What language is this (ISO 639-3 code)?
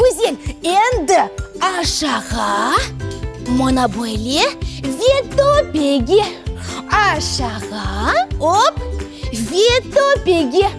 crh